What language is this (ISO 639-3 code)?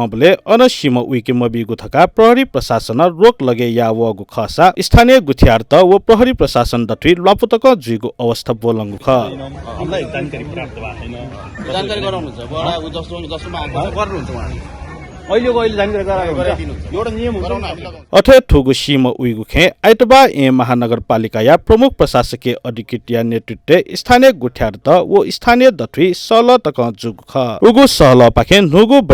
new